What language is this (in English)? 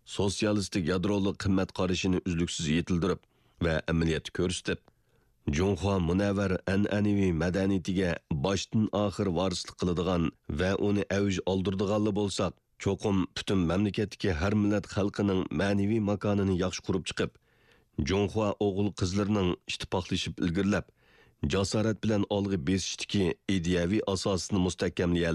Uyghur